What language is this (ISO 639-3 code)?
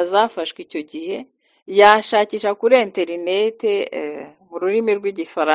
kin